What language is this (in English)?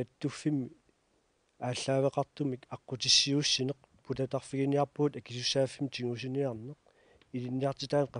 Kalaallisut